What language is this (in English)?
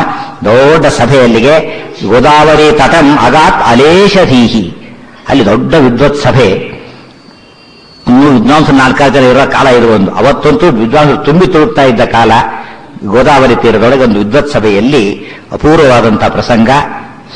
Kannada